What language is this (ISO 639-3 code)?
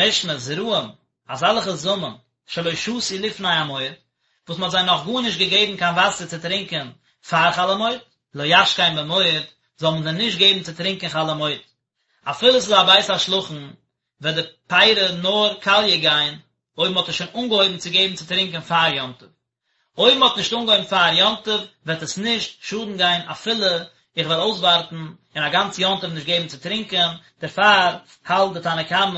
yid